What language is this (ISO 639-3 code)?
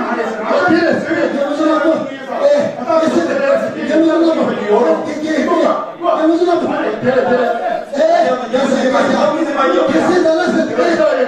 bod